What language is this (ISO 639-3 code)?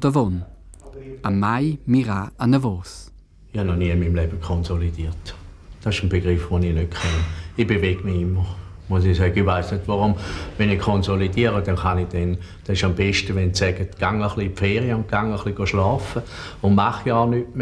roh